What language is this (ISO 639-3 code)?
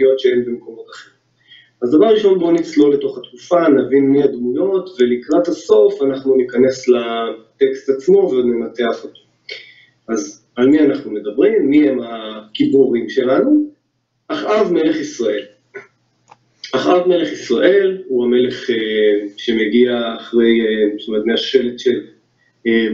heb